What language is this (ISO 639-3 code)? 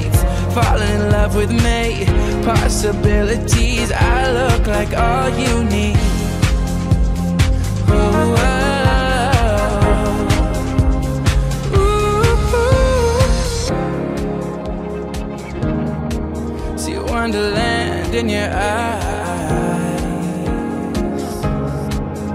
eng